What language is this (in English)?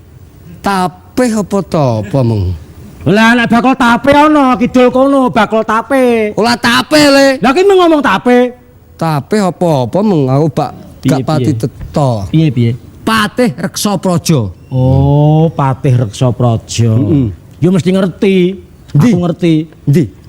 Javanese